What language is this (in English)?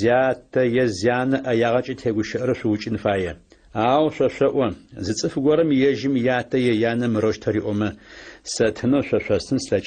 Adyghe